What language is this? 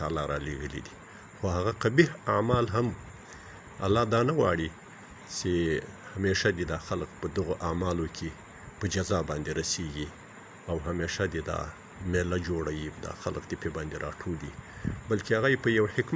Pashto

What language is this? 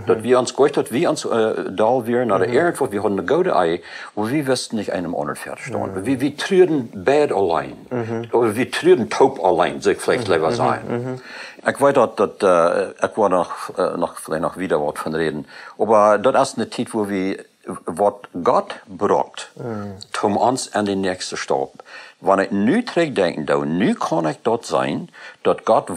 Plautdietsch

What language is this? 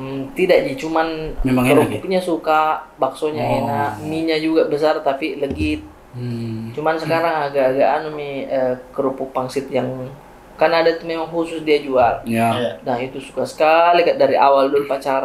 Makassar Malay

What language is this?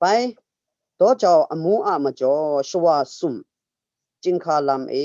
Kachin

